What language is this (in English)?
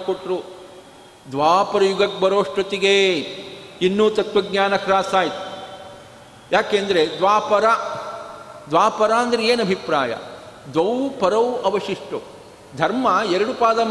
Kannada